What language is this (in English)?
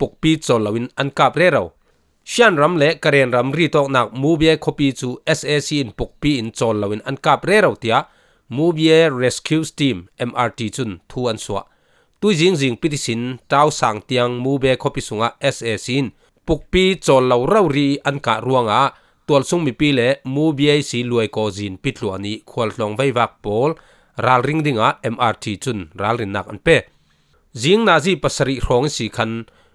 Falam Chin